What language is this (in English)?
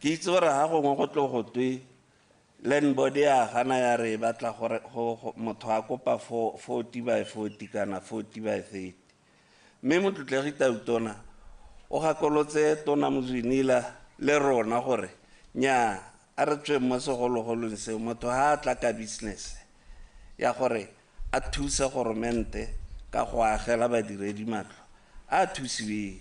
Tswana